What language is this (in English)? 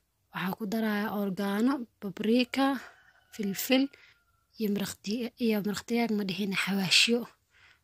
Somali